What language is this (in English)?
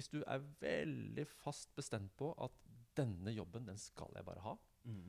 Norwegian